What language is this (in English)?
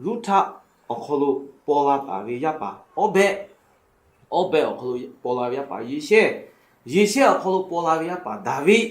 Lahu